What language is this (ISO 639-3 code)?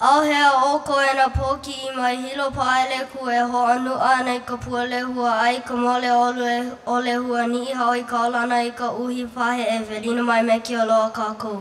haw